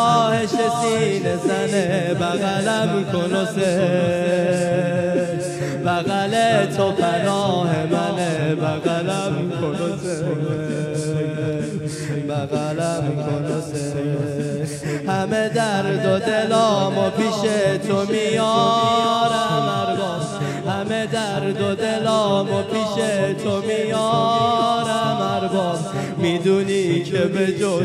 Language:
Persian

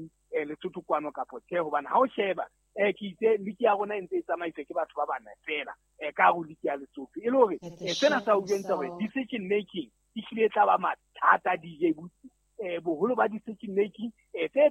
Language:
Southern Sotho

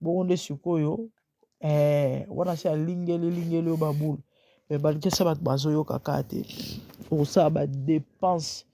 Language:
Lingala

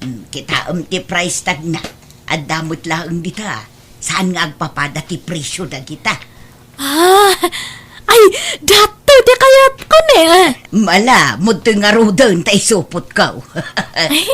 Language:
Iloko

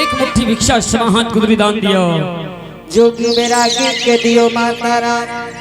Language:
Angika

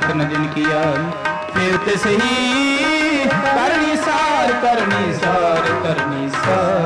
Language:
Punjabi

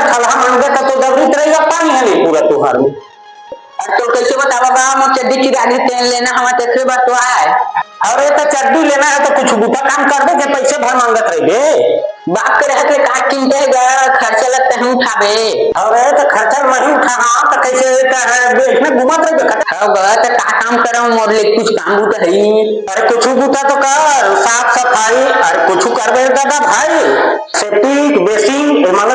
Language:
Chhattisgarhi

